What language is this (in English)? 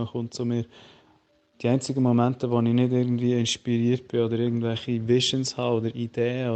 Swiss German